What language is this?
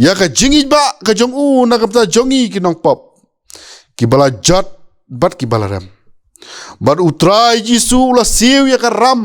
Khasi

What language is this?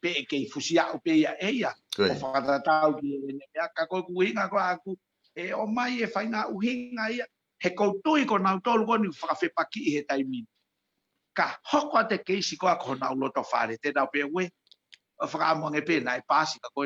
Tongan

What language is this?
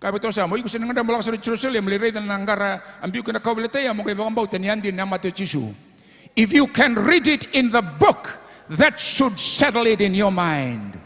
Fijian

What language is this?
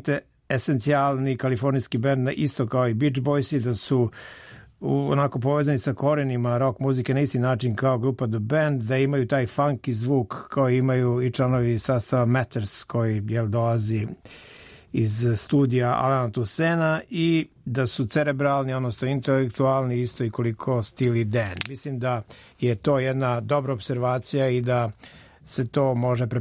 Serbian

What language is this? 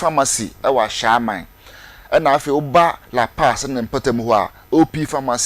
Akan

